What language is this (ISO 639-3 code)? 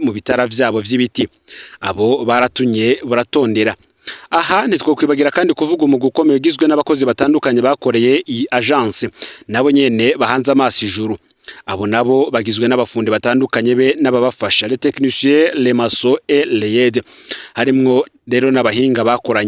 run